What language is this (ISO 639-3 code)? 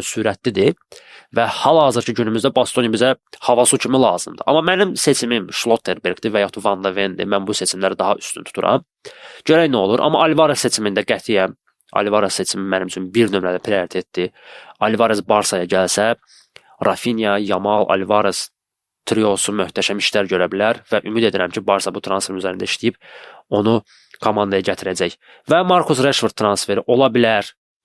aze